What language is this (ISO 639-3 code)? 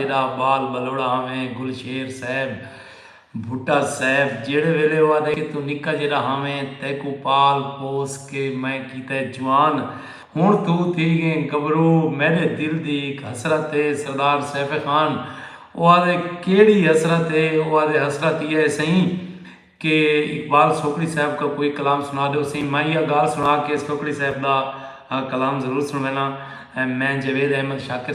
skr